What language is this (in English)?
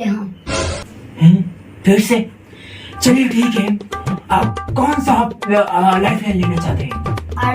Chhattisgarhi